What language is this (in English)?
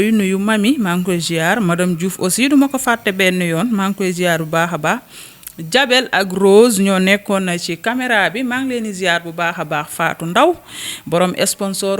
Wolof